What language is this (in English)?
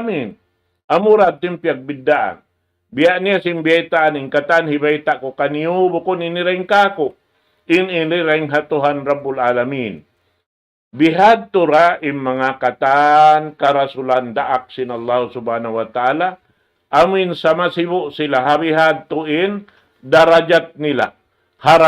Tausug